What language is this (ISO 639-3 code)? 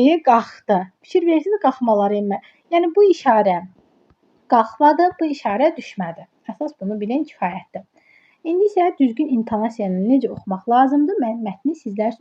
aze